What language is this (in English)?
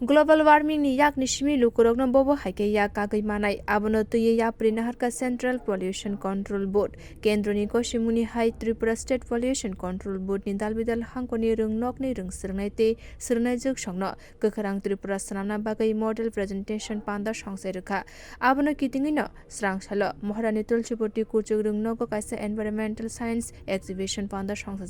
Kok Borok